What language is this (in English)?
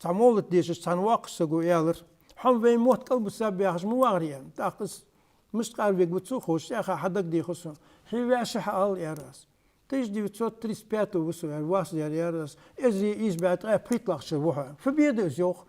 Ingush